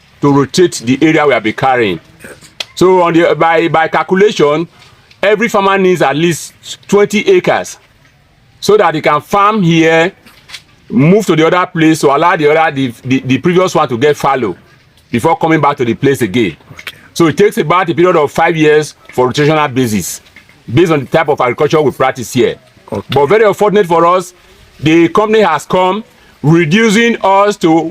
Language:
Nigerian Pidgin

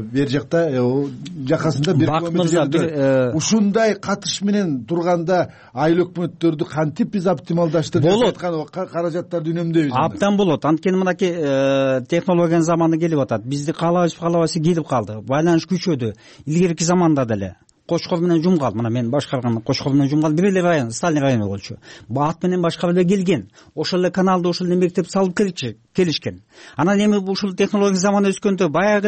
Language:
Kyrgyz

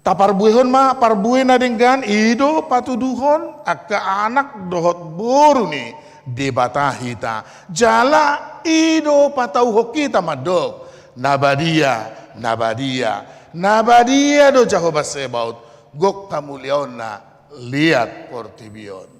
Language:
Batak Toba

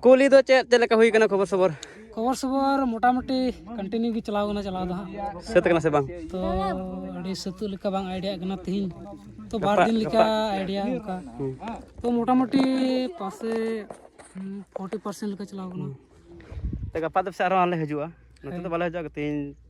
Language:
Santali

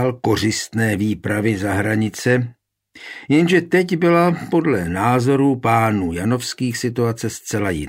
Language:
Czech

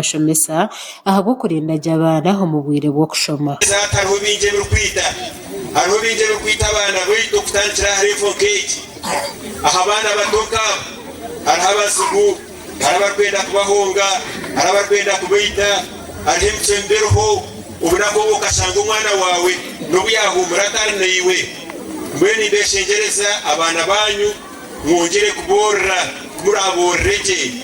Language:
Nyankole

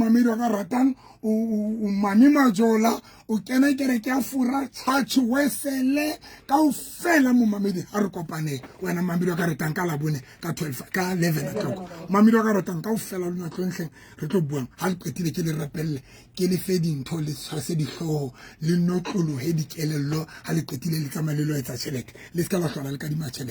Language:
Southern Sotho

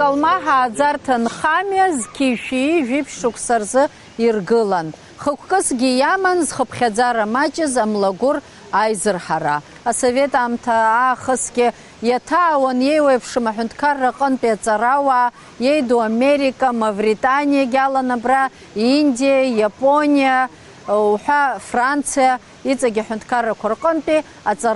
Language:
Abkhazian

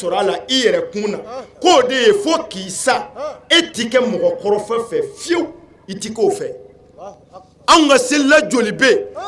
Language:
Bambara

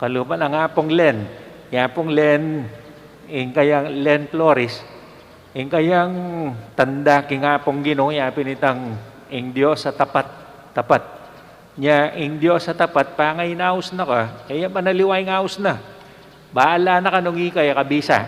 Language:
Pampanga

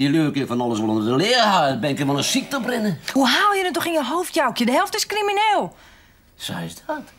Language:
Western Frisian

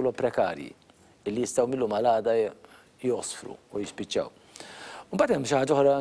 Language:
Maltese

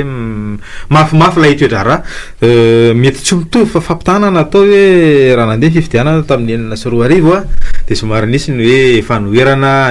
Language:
Malagasy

